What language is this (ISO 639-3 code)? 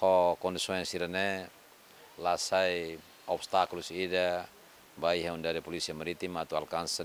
tet